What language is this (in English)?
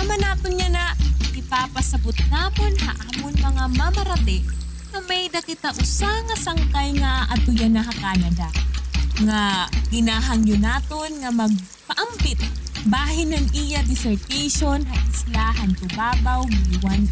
Waray